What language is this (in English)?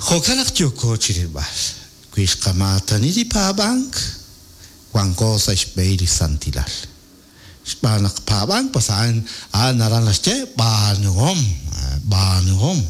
Kekchí